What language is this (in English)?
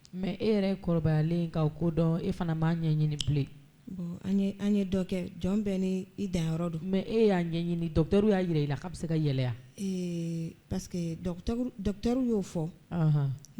Bambara